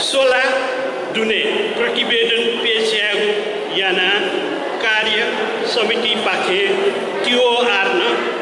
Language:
Newari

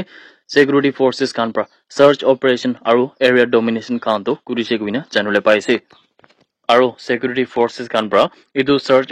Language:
Naga Pidgin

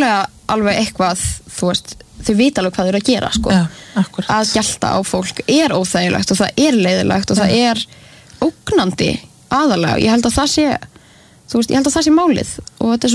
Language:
Icelandic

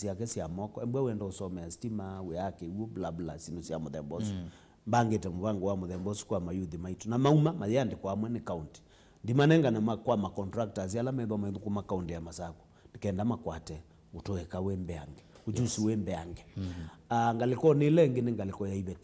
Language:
Kamba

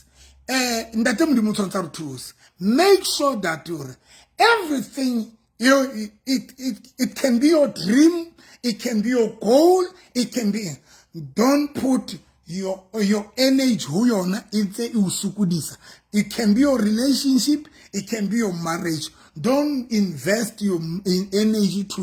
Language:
Southern Sotho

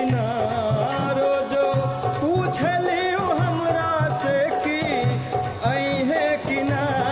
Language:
Bhojpuri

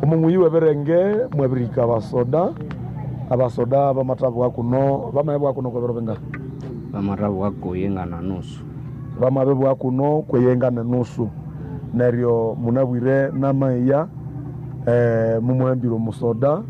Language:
Nande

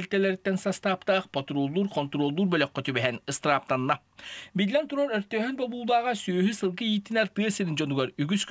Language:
Yakut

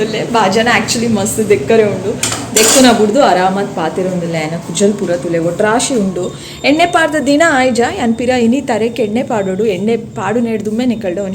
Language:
Tulu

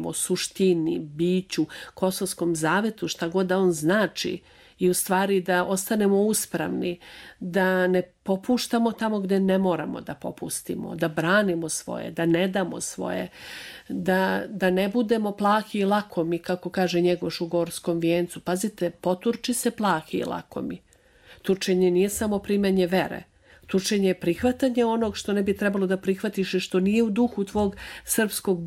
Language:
Serbian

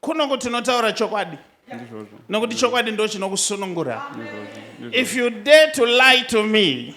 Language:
Shona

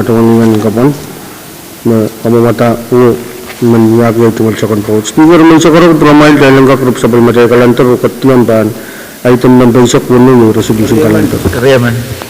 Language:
Pohnpeian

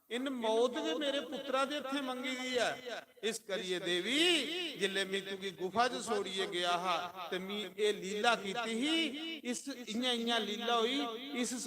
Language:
Dogri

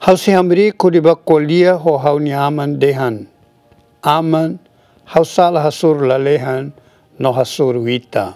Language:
Tetum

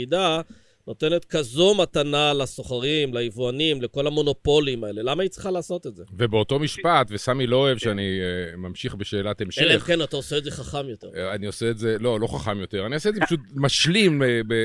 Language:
Hebrew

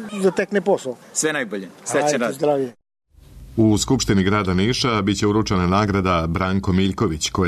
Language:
Serbian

